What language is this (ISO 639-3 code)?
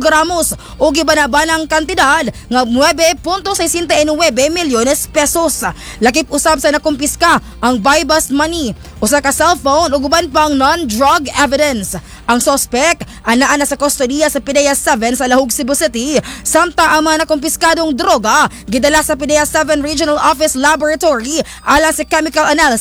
ceb